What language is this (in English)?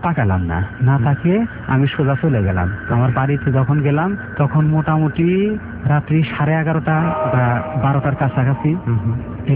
Bangla